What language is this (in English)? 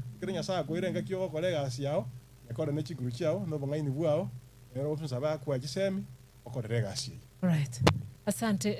Gusii